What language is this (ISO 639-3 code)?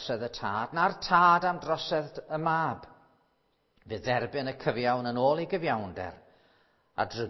cym